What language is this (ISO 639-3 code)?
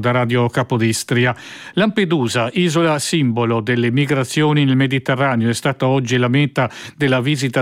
ita